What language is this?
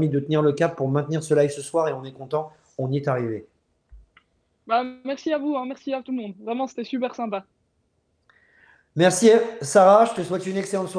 French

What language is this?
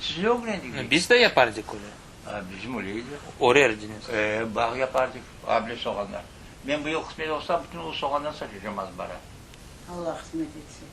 Crimean Tatar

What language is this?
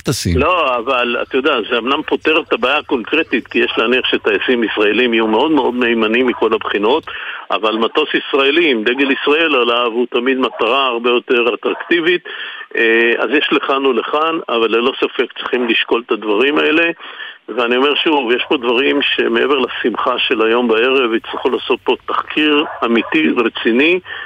Hebrew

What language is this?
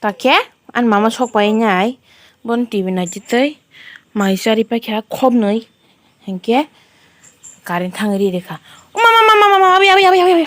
Kok Borok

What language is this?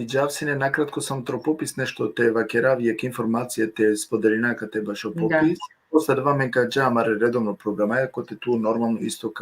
Balkan Romani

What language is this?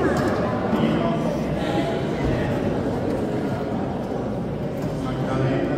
Croatian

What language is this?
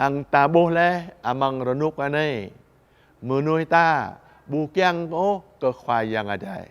Jarai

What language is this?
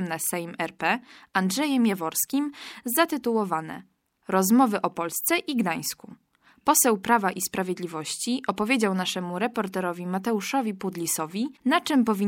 Polish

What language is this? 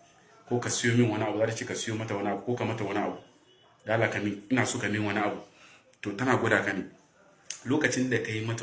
Hausa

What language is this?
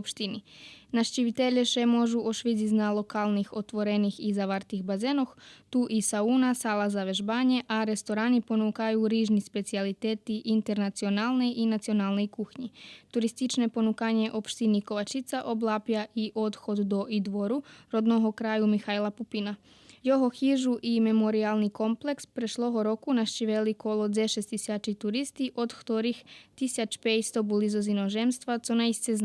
Rusyn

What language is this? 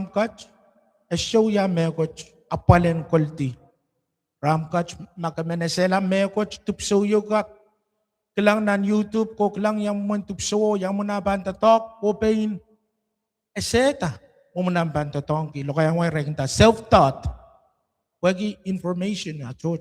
Pohnpeian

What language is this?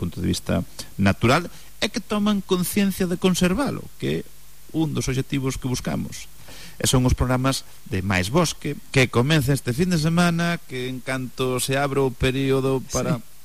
Galician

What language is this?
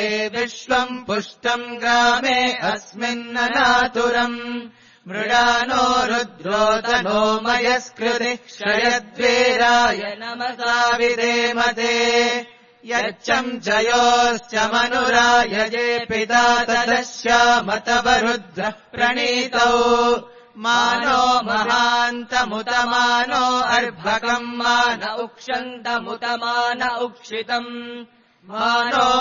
Sanskrit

